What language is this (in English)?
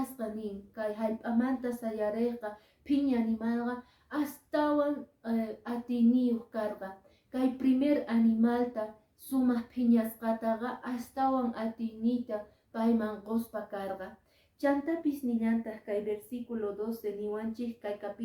Quechua